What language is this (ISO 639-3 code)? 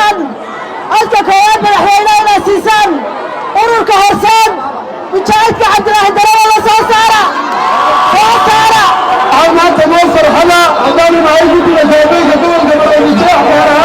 som